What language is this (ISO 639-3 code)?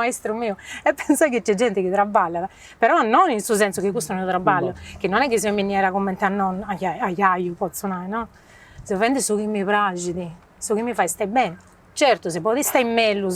srd